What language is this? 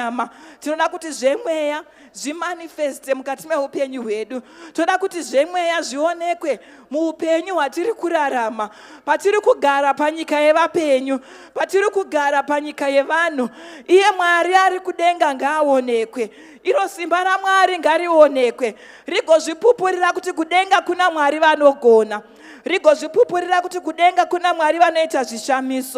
Shona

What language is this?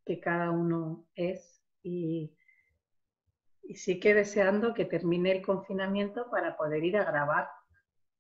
Spanish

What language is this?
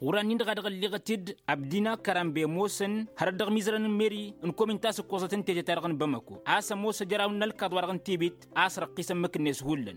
Tamasheq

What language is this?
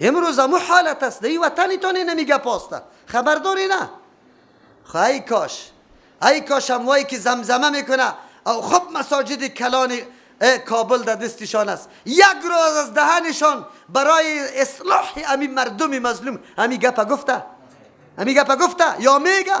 Persian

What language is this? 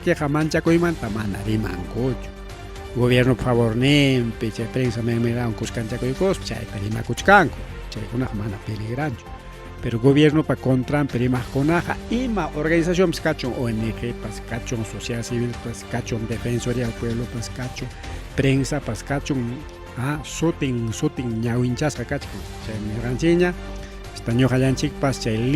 Ayacucho Quechua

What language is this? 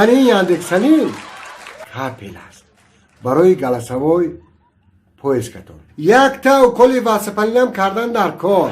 Tajik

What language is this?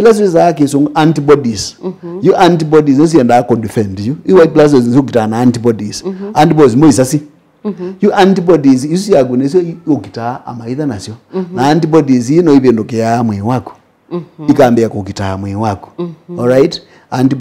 Kamba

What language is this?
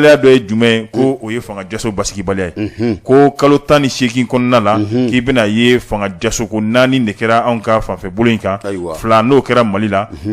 Bambara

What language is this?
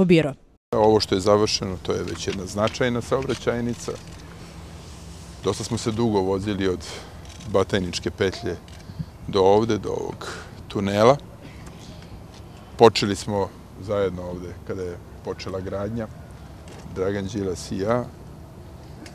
Serbian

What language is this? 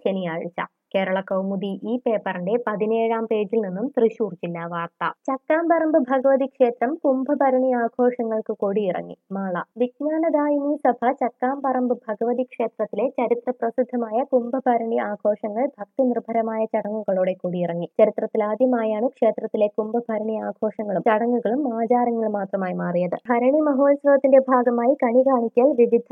Malayalam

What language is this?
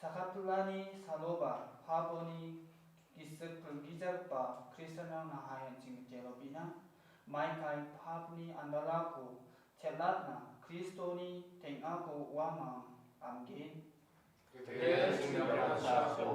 Garo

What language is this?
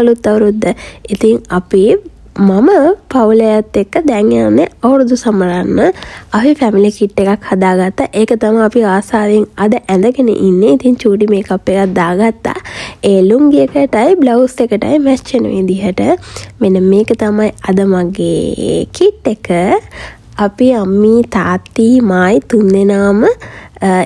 Sinhala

